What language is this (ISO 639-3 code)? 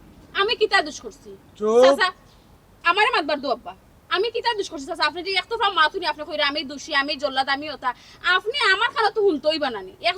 syl